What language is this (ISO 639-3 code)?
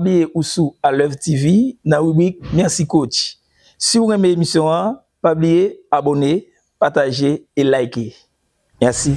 hat